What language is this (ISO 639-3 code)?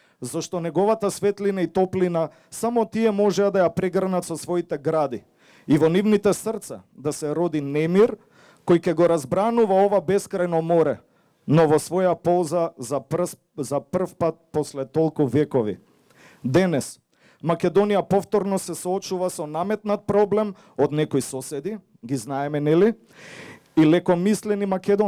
mkd